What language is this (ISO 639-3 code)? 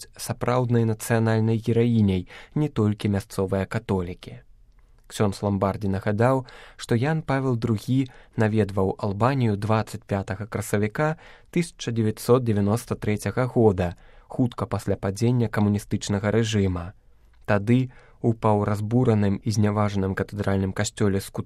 bel